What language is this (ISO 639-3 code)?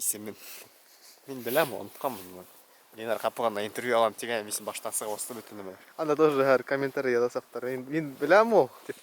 bak